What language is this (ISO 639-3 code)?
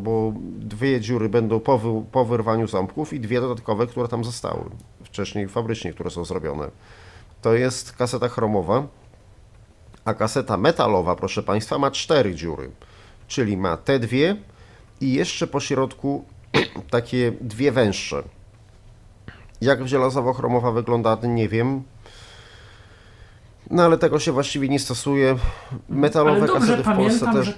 pol